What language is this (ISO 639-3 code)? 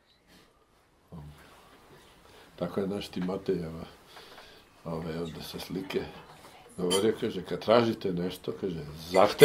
srp